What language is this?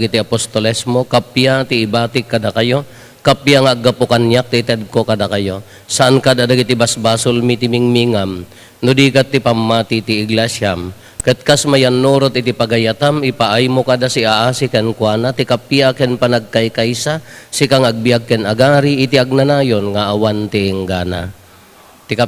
Iloko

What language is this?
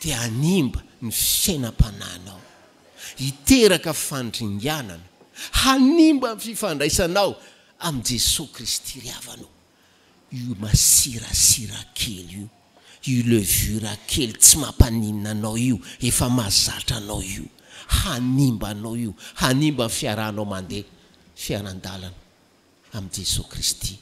Malagasy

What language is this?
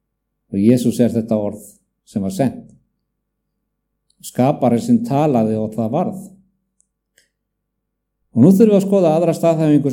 Icelandic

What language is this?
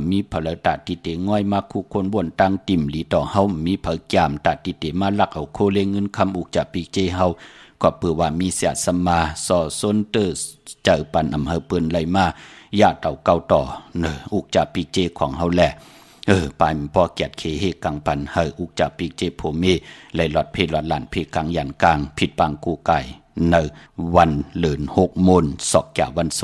Shan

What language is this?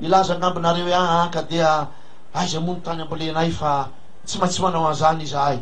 Malagasy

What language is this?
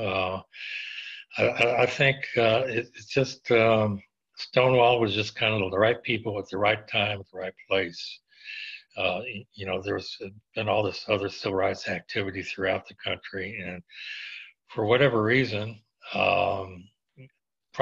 English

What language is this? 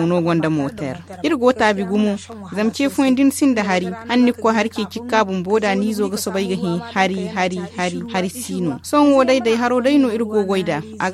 Zarma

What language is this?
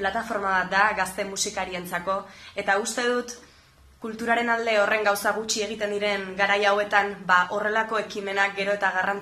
Basque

